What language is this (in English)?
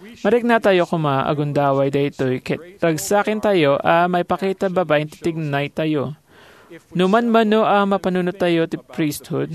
Iloko